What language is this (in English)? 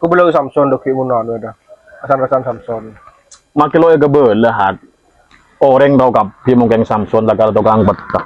Madurese